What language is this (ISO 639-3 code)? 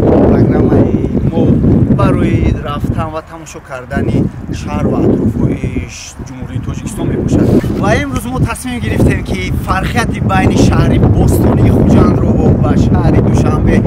tgk